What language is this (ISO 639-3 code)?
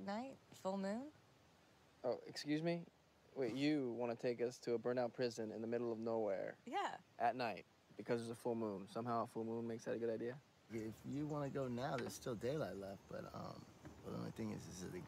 eng